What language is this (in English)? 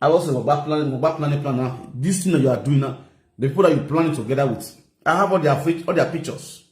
Nigerian Pidgin